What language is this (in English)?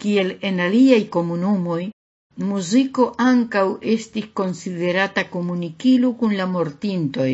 Esperanto